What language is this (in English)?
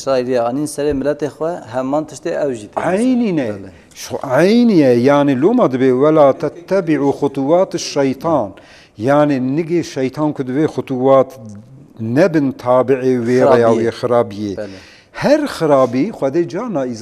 Kurdish